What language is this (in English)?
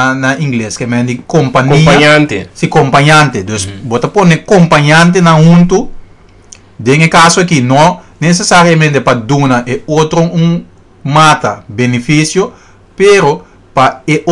Papiamento